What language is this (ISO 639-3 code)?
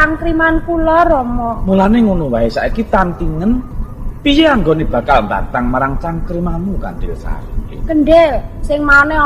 jav